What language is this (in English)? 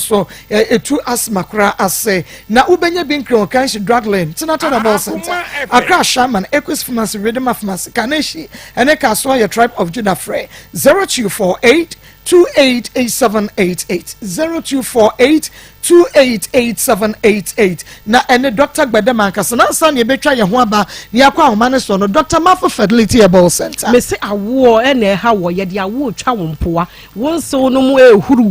Akan